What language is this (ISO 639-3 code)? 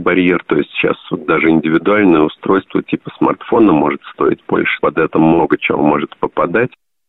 rus